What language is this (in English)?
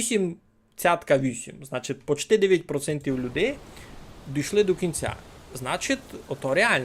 Rusyn